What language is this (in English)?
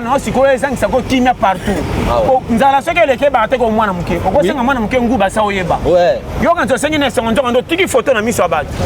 Lingala